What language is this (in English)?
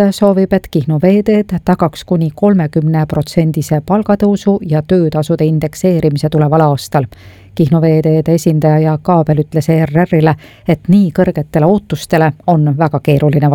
Estonian